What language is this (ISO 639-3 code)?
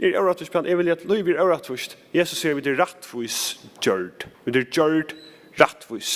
fao